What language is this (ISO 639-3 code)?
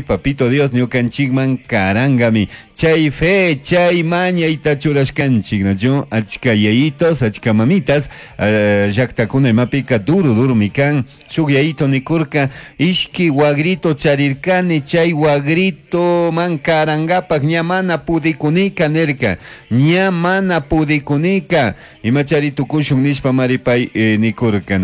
qug